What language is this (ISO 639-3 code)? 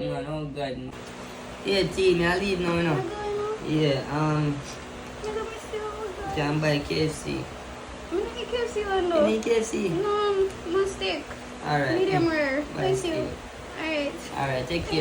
jam